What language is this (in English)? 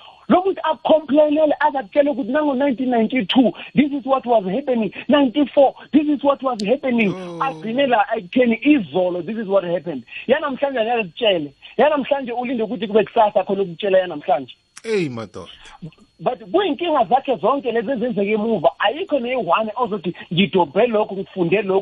South Ndebele